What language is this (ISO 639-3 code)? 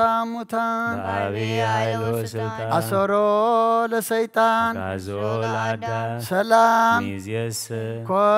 gez